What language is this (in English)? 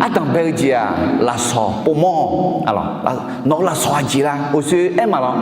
Akha